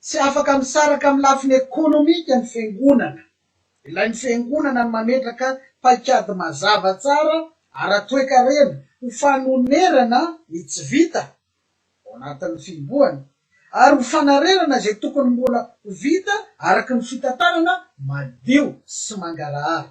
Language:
Malagasy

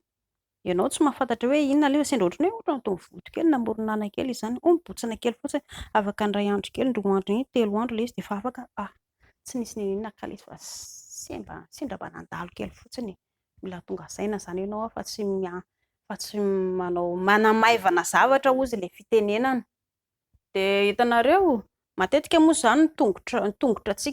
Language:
Malagasy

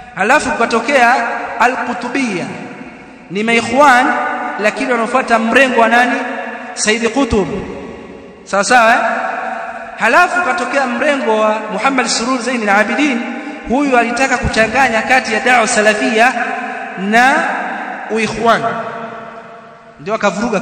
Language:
Swahili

